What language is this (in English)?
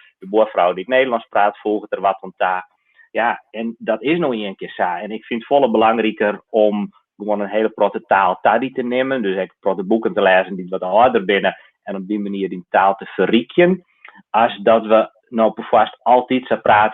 Western Frisian